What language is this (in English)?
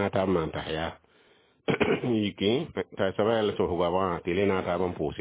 Mossi